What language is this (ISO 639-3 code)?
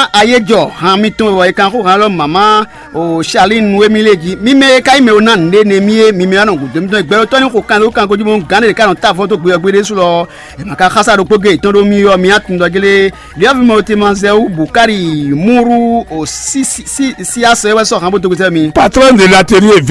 fon